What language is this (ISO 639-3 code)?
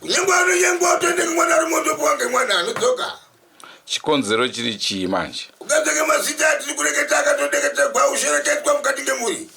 sna